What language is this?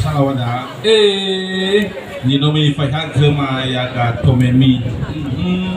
Nias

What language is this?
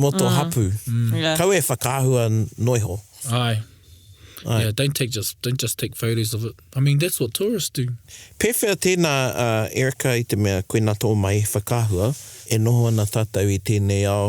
Māori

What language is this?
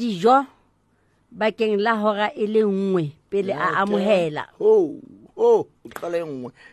Southern Sotho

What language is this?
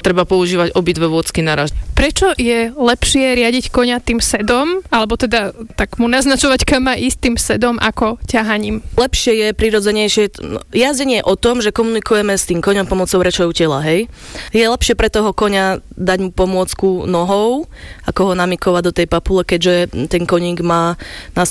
Slovak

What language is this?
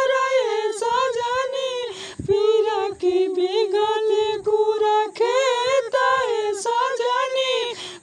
Magahi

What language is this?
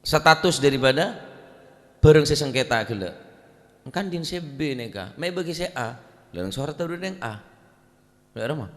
Madurese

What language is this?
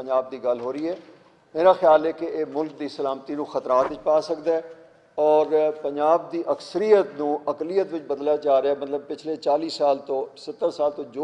Western Panjabi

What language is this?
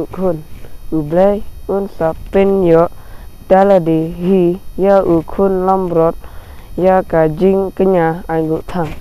Khasi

